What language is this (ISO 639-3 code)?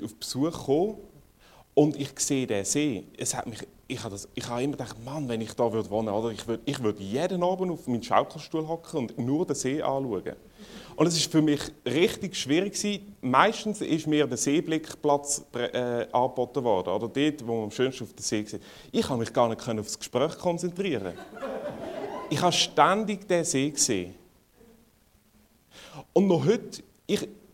deu